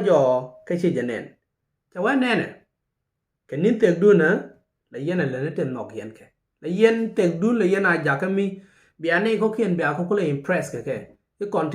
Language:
Nuer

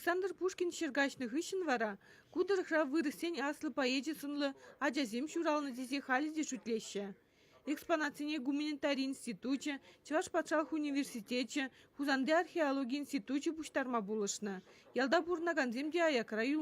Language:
Chuvash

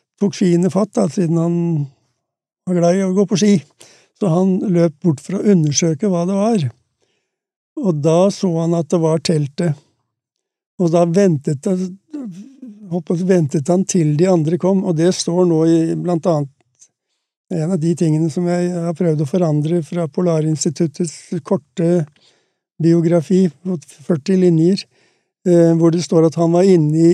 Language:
Norwegian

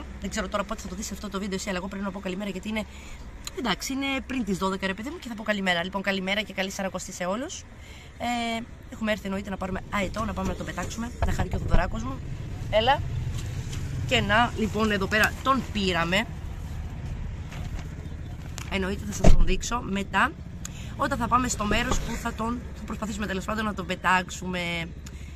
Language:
Greek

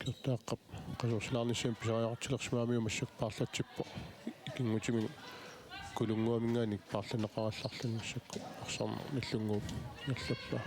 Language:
Kalaallisut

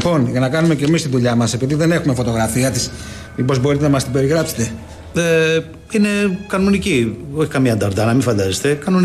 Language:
Greek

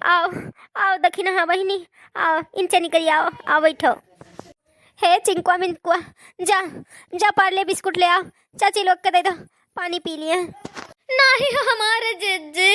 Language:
Awadhi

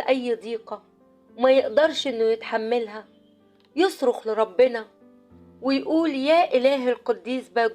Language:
Egyptian Arabic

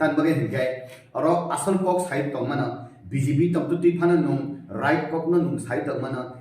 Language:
Kok Borok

